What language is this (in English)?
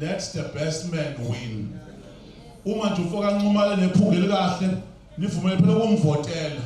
Zulu